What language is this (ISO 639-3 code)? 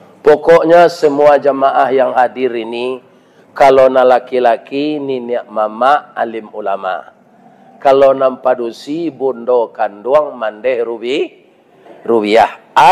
min